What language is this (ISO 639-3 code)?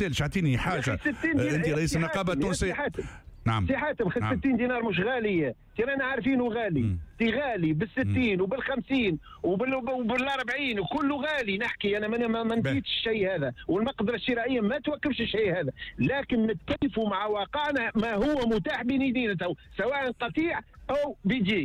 aeb